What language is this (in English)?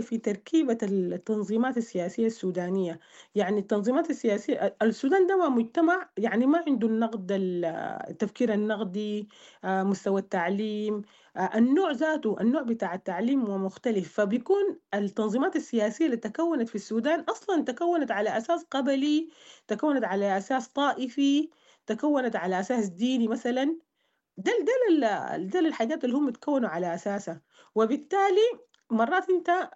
Sudanese Arabic